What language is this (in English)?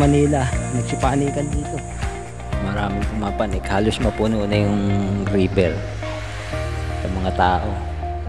Filipino